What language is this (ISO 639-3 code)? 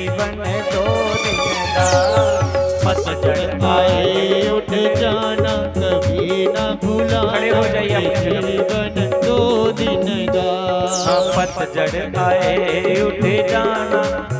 doi